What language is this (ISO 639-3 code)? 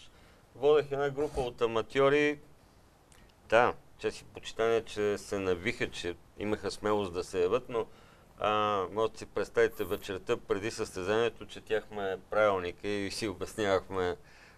bul